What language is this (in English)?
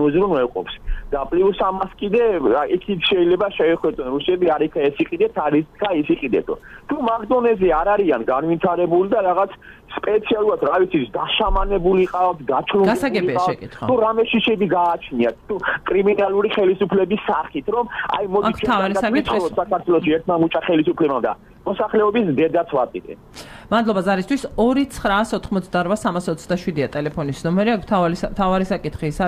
Georgian